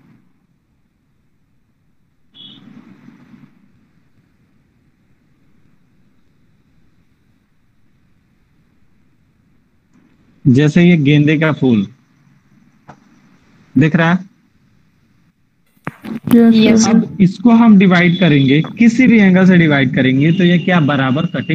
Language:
Hindi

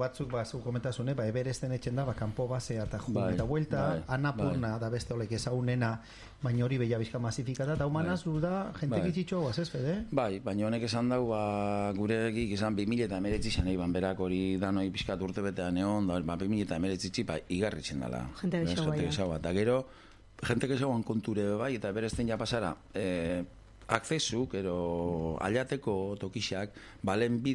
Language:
Basque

